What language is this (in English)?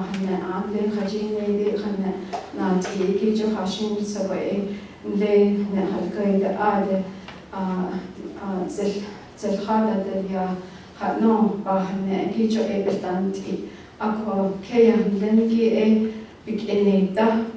Navajo